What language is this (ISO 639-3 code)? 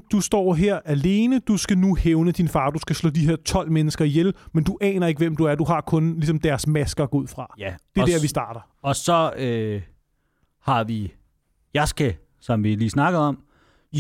dan